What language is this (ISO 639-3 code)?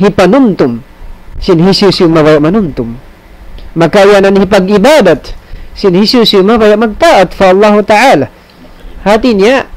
tsg